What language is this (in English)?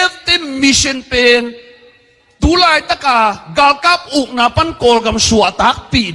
Tedim Chin